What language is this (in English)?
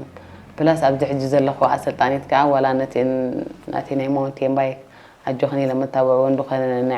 Tigrinya